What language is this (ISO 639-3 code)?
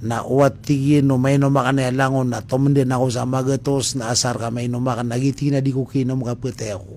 mrw